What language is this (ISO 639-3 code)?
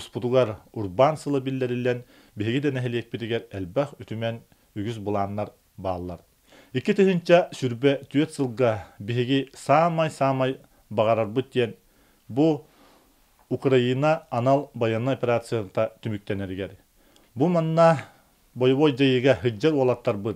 sah